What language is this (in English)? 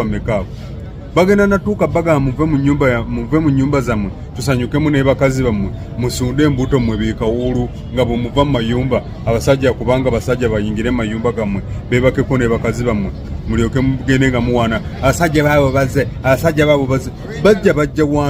Ganda